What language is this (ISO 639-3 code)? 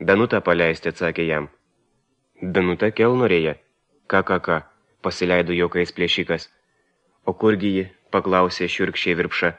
lit